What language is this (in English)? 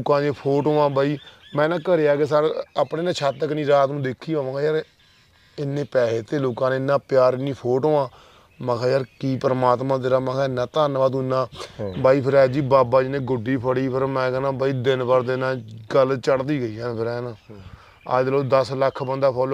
Punjabi